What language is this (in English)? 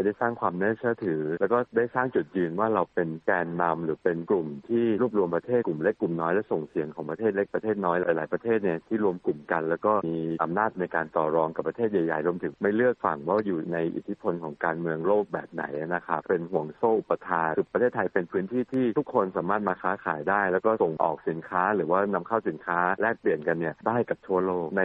Thai